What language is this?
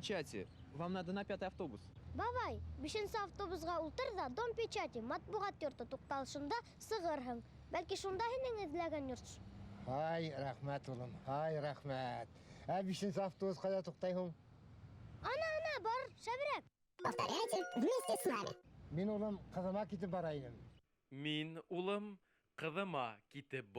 Bashkir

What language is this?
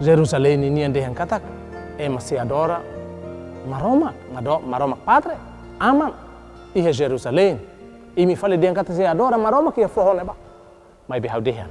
Tetum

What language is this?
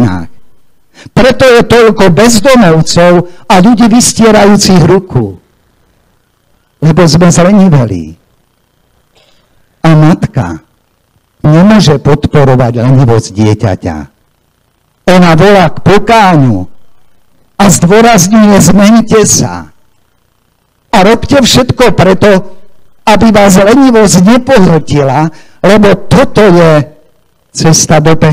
Slovak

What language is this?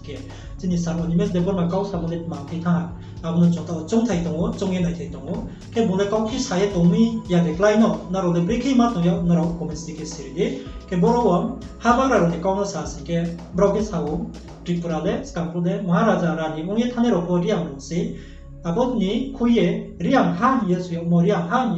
Riang (India)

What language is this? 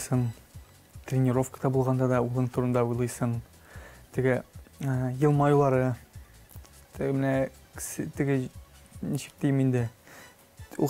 Tatar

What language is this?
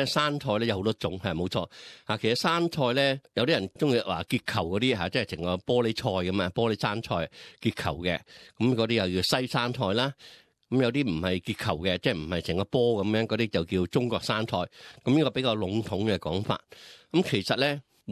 Cantonese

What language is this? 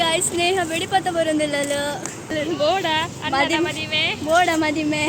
Tulu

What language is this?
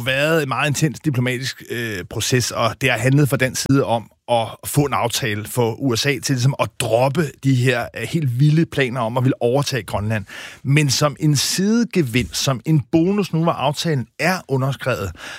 Danish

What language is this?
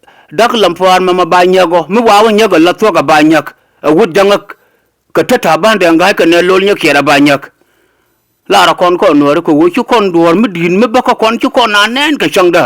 Nuer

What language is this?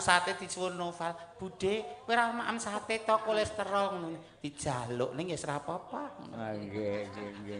Javanese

